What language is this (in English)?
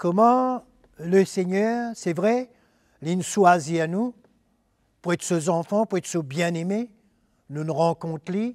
Morisyen